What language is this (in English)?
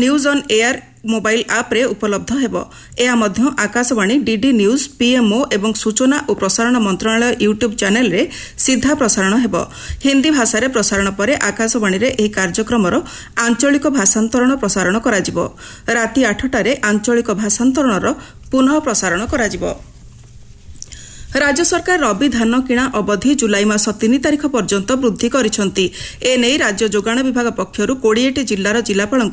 Odia